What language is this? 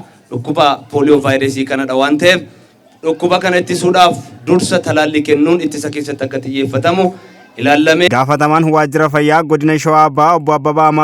Oromo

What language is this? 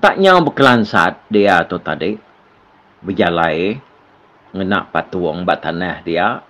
Iban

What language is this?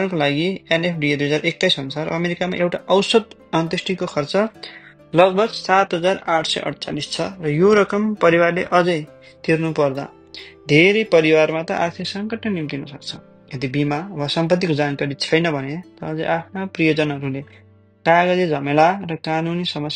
Nepali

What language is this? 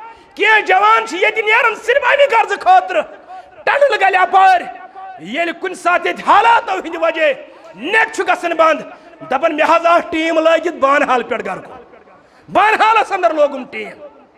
Kashmiri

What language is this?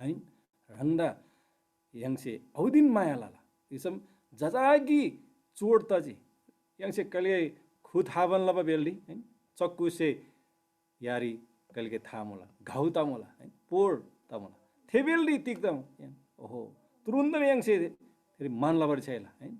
Eastern Tamang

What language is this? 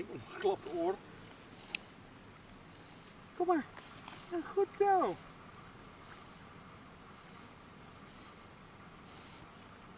Dutch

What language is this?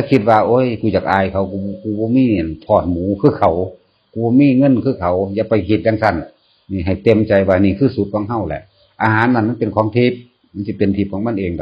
Northeastern Thai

